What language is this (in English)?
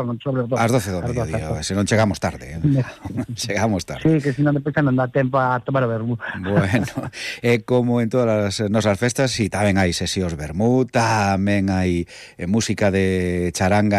Galician